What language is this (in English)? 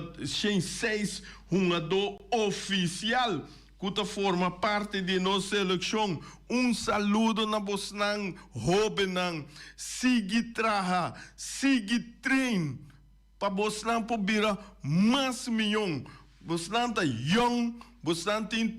Papiamento